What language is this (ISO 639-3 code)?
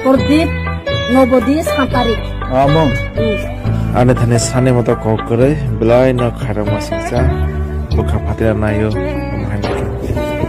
trp